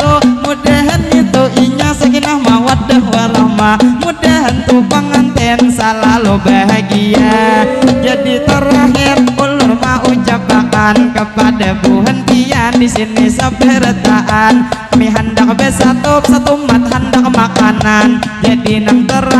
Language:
Banjar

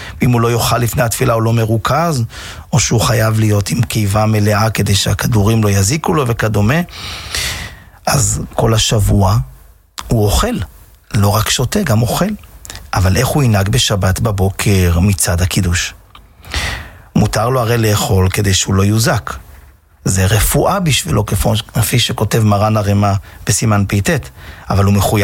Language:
Hebrew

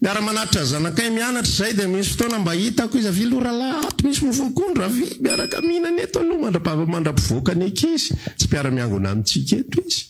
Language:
Malagasy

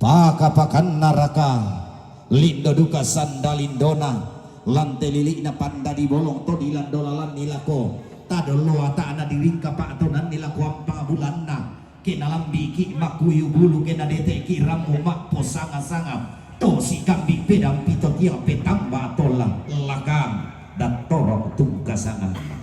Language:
Toraja-Sa'dan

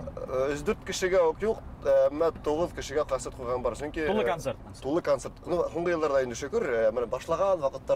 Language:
Bashkir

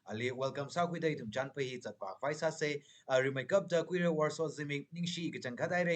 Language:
Tangkhul Naga (India)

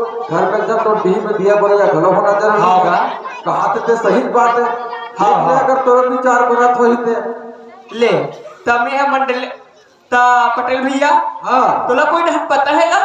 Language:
Chhattisgarhi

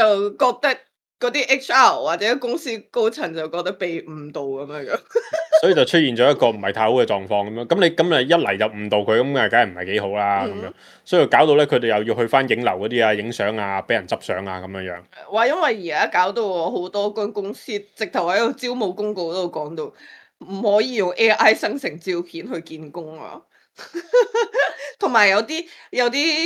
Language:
Cantonese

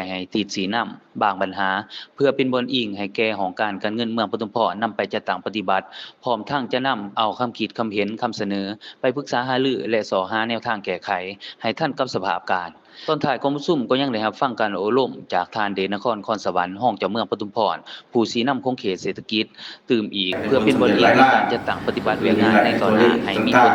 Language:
Lao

